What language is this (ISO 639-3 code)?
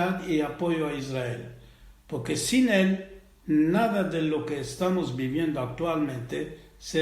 lad